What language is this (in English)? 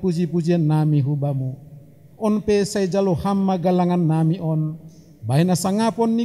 Batak Simalungun